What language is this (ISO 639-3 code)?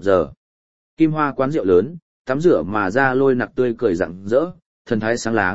vie